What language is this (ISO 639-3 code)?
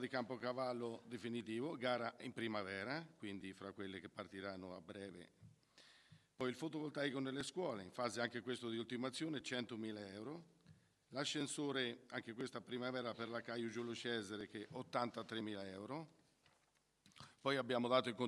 ita